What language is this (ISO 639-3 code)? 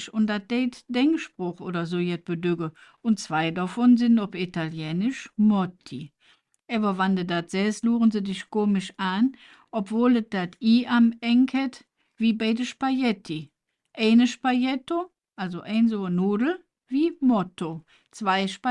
ksh